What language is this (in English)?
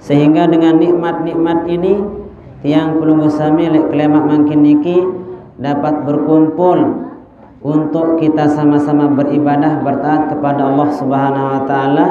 Sasak